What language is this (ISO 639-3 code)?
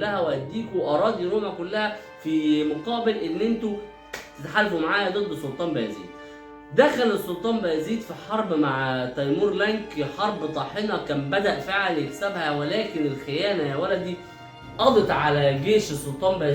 arz